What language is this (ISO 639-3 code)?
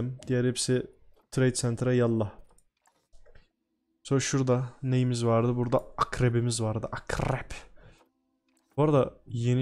tur